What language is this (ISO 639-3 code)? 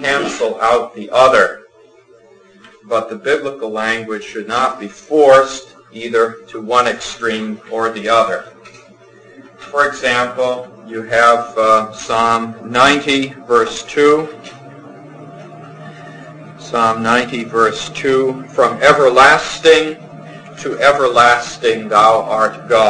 eng